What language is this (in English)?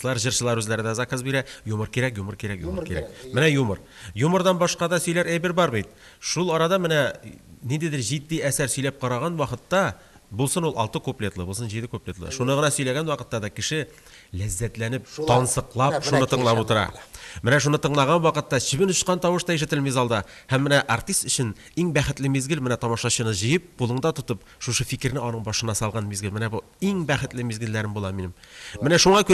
Tatar